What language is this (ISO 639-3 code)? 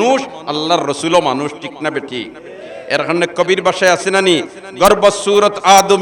syl